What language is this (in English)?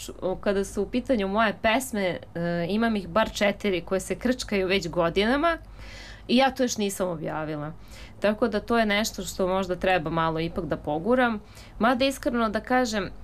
Serbian